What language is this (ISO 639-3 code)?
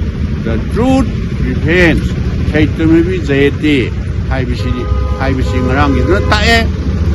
mni